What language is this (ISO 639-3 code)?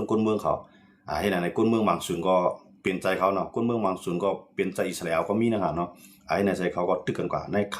shn